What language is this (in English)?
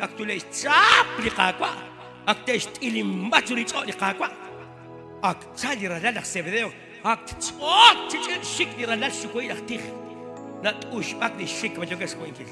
Kekchí